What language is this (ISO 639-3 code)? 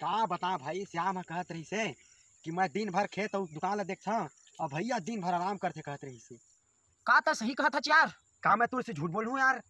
hne